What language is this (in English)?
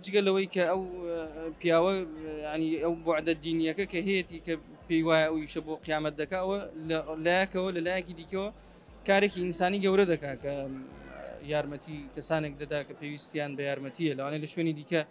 Central Kurdish